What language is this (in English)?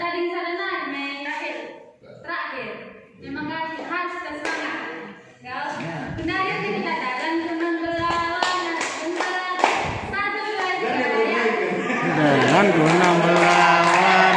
Batak Karo